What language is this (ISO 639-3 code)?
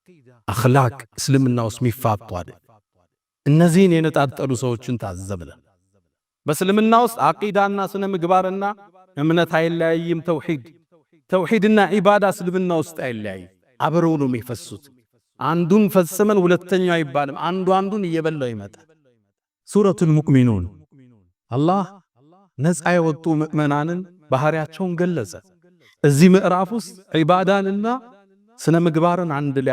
amh